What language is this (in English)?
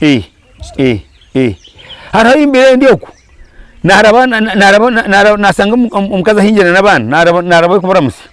Nyankole